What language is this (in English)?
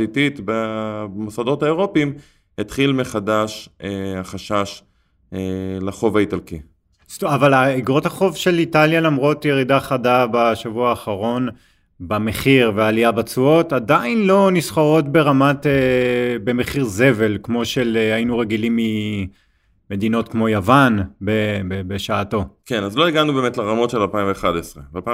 Hebrew